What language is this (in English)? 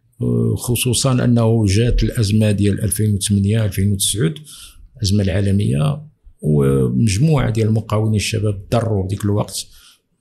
Moroccan Arabic